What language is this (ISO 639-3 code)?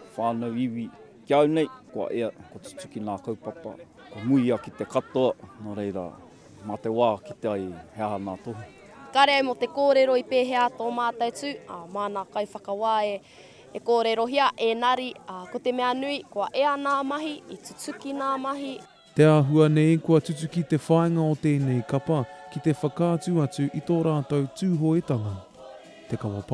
mri